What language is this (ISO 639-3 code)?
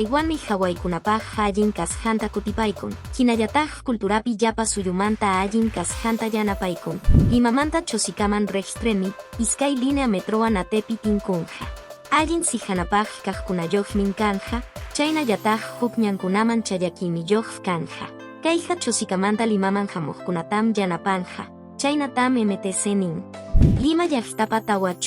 que